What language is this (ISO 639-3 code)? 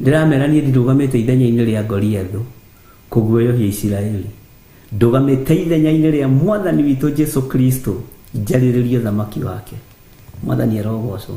kik